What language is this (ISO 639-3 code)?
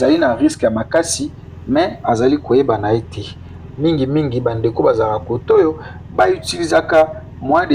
lin